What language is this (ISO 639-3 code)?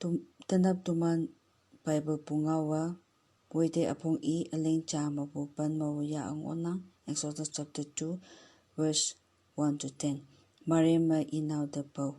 nbe